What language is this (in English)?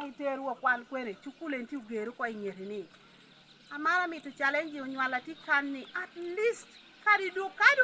Lango (Uganda)